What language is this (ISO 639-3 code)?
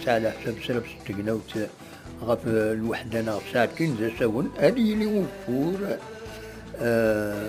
kab